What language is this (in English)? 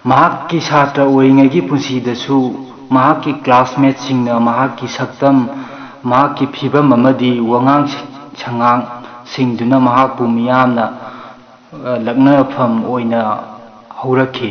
Manipuri